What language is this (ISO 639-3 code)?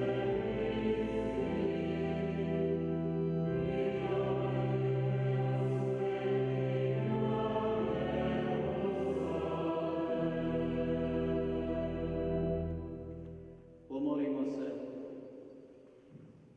hrv